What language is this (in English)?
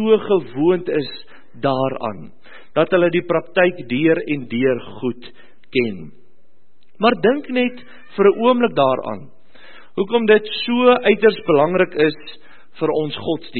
Afrikaans